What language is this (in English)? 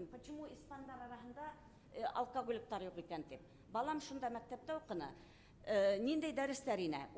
Bashkir